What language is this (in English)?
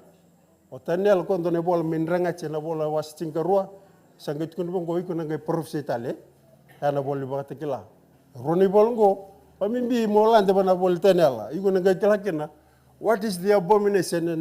Fijian